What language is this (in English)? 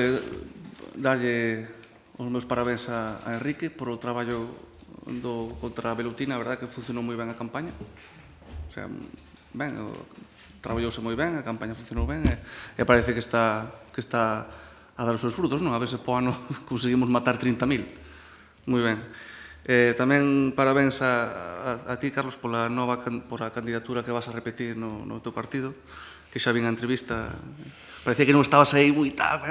Galician